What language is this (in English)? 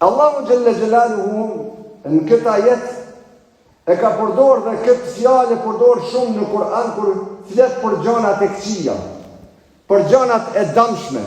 Albanian